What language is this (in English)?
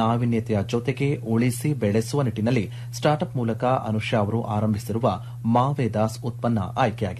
Kannada